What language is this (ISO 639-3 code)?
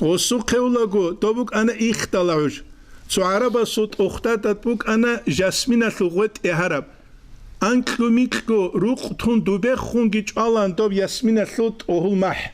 ava